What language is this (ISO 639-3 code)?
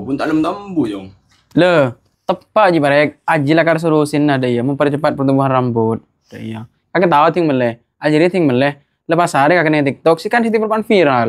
mad